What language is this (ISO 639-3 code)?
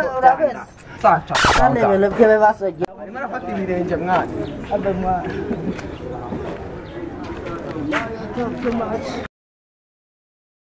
kin